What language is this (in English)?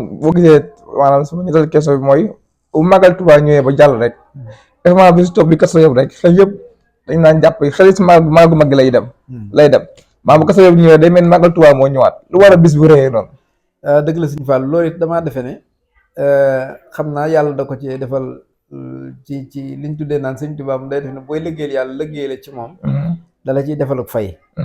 Wolof